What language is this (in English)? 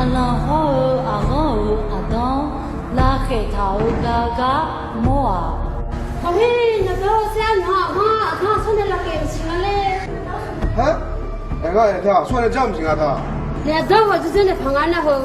Akha